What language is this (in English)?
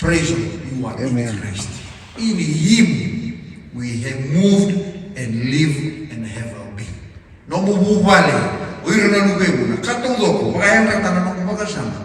Fijian